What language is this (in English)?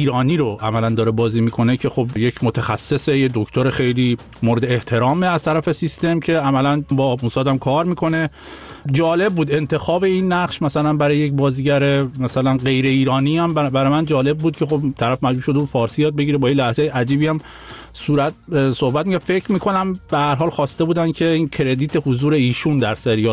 Persian